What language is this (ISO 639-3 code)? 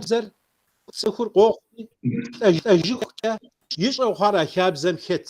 kbd